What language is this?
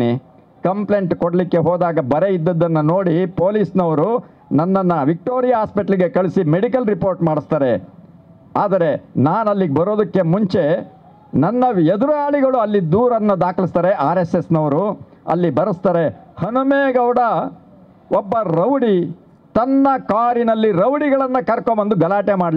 Kannada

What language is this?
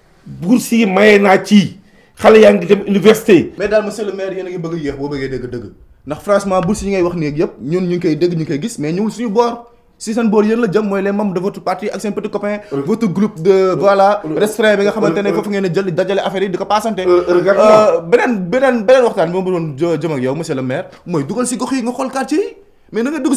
Wolof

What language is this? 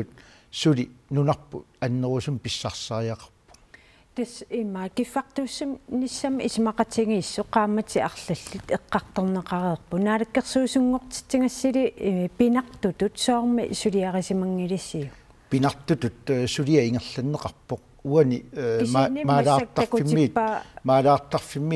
Kalaallisut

